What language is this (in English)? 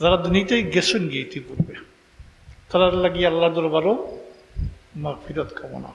Sylheti